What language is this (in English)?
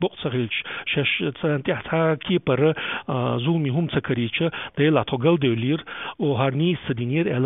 Chechen